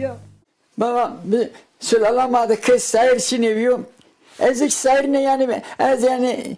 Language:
Zaza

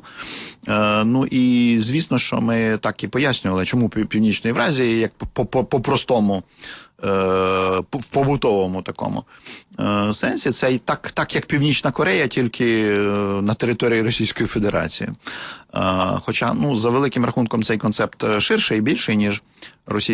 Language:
Ukrainian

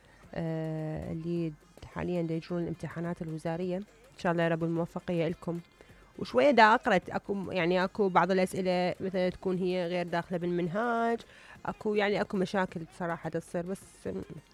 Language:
Mesopotamian Arabic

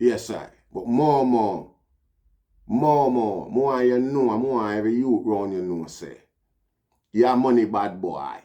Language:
Jamaican Creole English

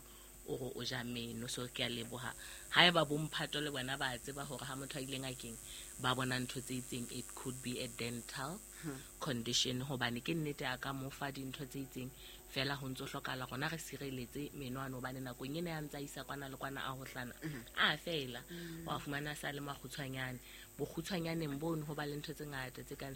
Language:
Southern Sotho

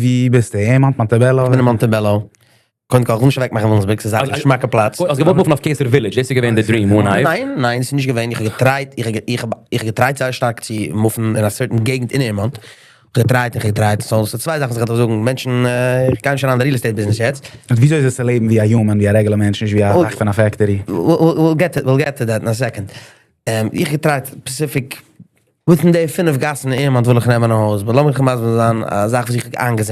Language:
Yiddish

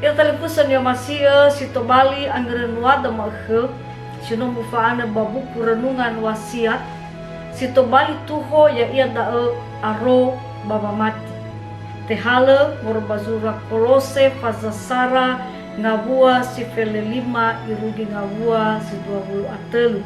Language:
Nias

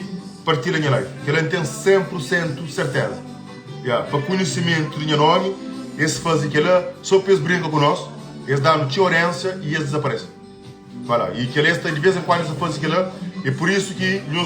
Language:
Kabuverdianu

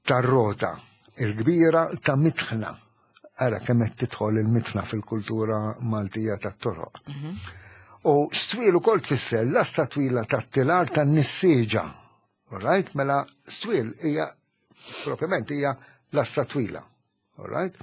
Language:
Maltese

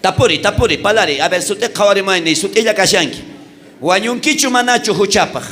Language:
South Bolivian Quechua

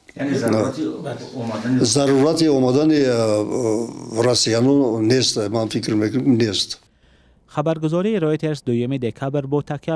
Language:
Tajik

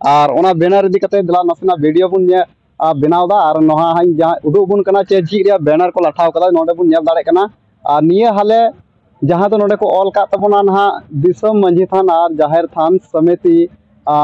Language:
Santali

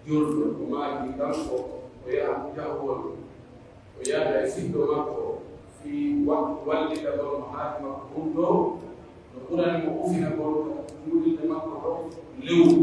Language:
Pular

